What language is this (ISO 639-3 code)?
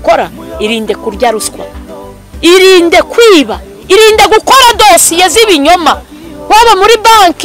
kin